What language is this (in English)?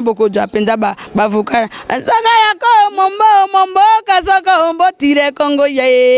Lingala